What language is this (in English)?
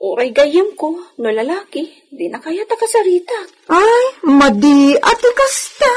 Iloko